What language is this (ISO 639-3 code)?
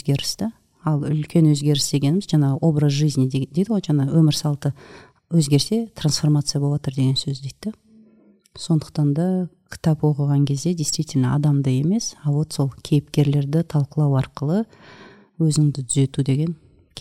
kaz